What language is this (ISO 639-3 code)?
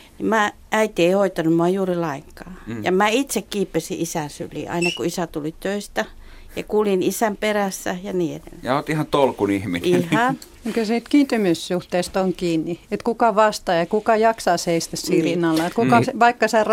fin